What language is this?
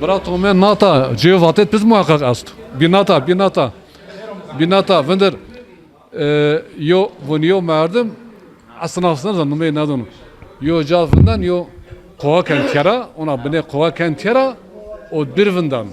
Zaza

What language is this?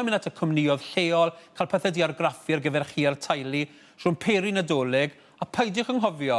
Welsh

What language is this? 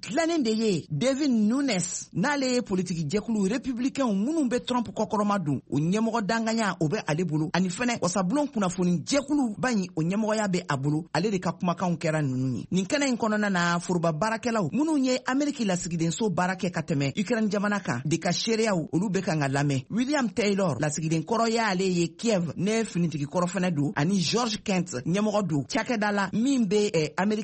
Bambara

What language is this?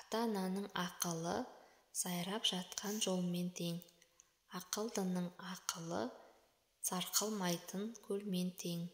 Kazakh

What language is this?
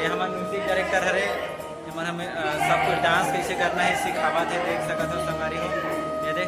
Chhattisgarhi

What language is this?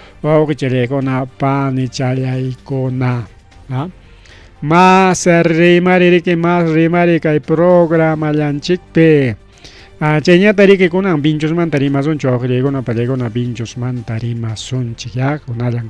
Ayacucho Quechua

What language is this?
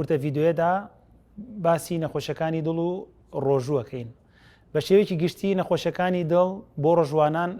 Central Kurdish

